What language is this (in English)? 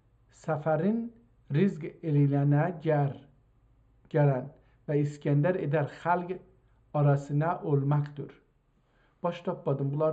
South Azerbaijani